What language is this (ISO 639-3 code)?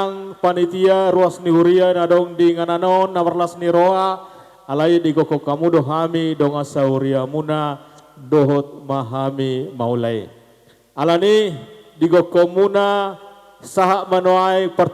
bbc